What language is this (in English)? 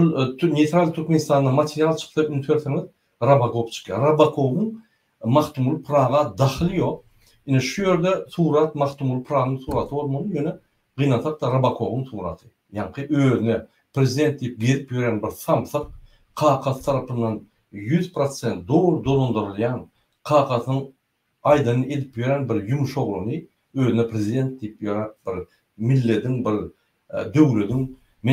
Turkmen